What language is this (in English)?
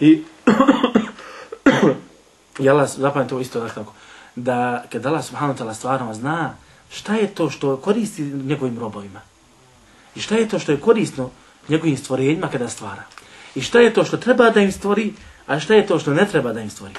Bosnian